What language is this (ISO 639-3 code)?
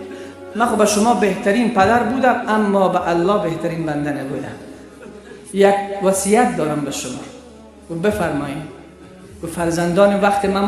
fas